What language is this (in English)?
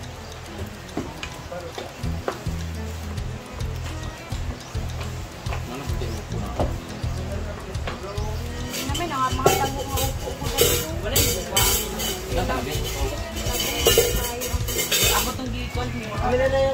Filipino